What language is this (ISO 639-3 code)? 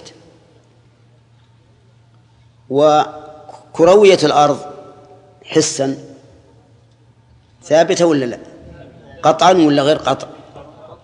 ara